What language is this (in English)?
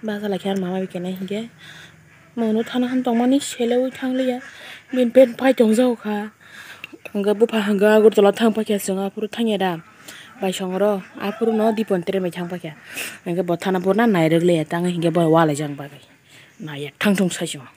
Kok Borok